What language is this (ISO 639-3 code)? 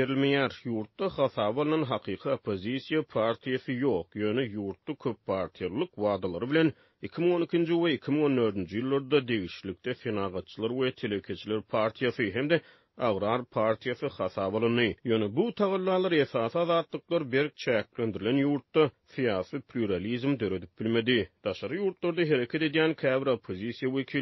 tuk